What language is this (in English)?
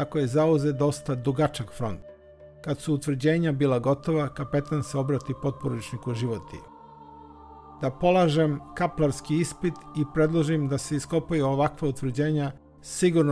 Serbian